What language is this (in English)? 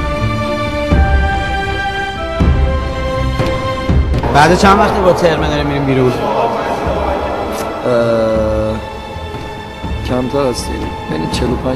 Persian